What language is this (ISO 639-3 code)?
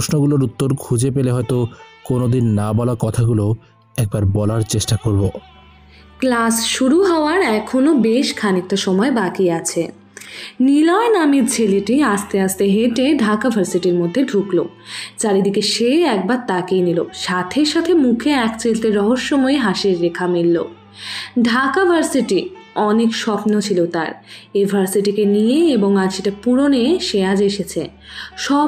ben